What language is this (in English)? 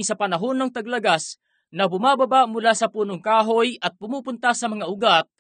Filipino